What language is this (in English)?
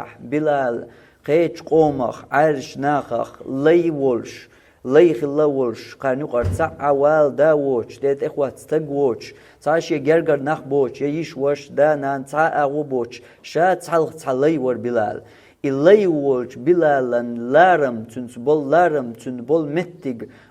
Chechen